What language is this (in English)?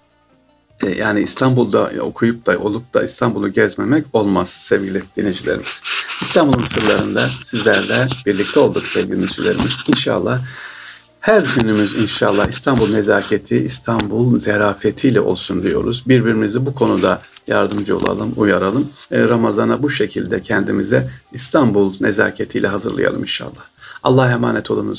Turkish